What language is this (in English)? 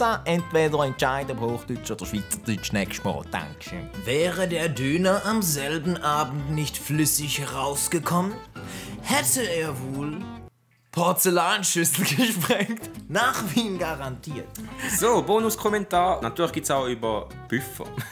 Swiss German